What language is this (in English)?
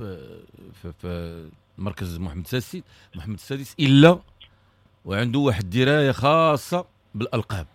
Moroccan Arabic